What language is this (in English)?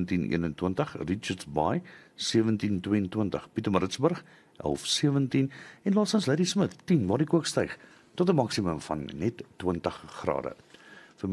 Afrikaans